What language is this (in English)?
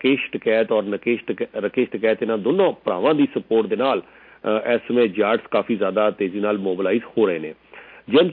Punjabi